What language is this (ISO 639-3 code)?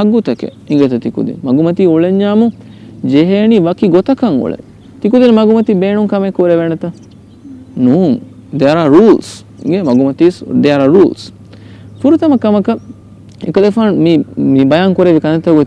div